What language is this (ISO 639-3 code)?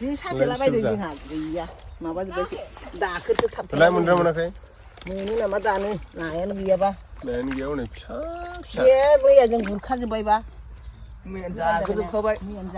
brx